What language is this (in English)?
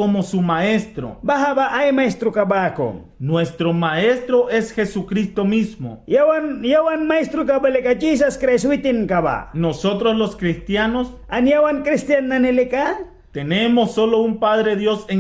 Mískito